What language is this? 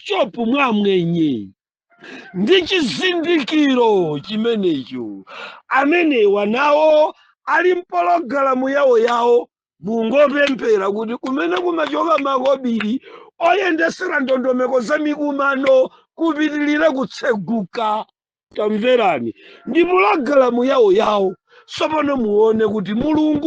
Nyanja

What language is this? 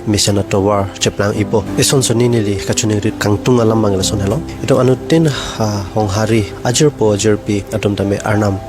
Karbi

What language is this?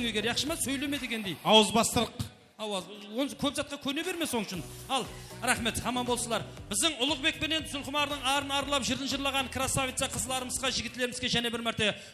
Kara-Kalpak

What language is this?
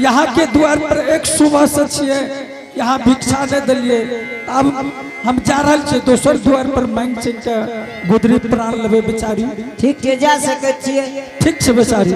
Angika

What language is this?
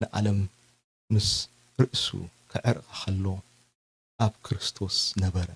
Tigrinya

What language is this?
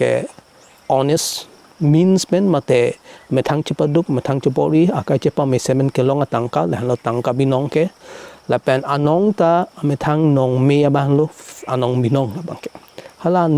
Karbi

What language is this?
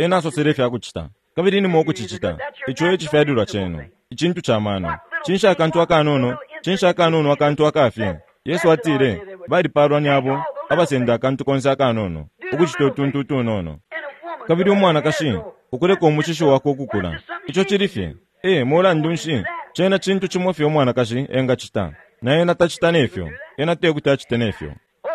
Bemba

